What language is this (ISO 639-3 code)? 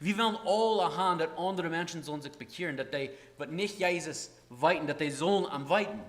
pdt